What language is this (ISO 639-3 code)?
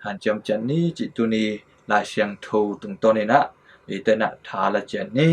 ctd